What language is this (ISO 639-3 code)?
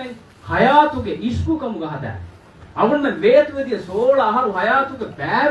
div